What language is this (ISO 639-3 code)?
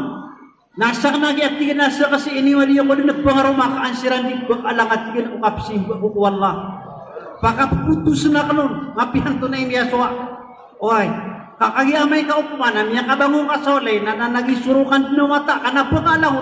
mrw